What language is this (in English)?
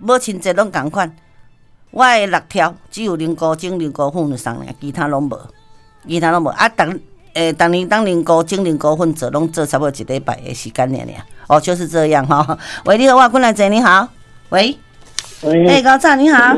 Min Nan Chinese